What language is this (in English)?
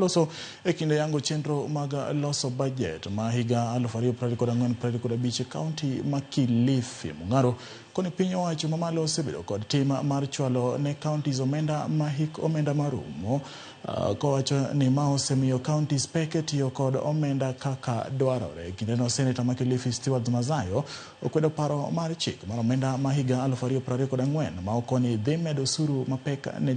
Luo (Kenya and Tanzania)